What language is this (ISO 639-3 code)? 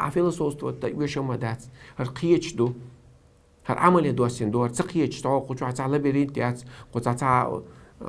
che